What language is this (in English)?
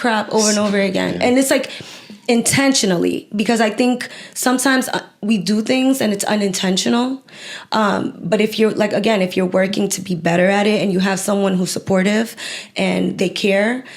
Kabuverdianu